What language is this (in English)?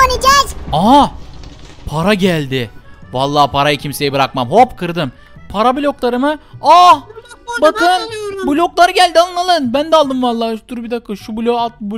Turkish